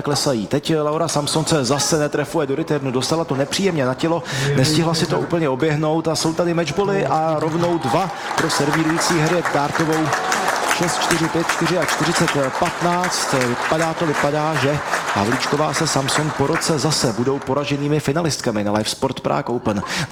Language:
Czech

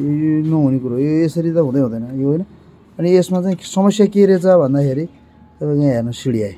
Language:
Nepali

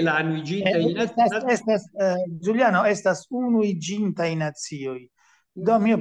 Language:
Esperanto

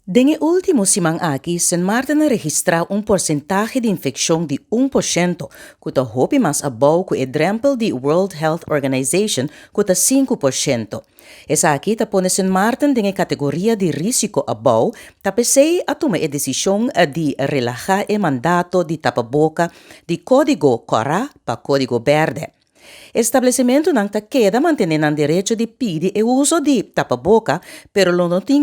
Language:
Papiamento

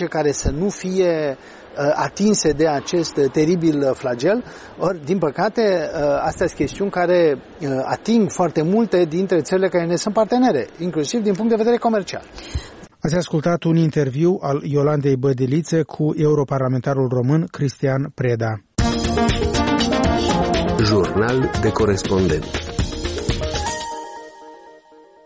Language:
Romanian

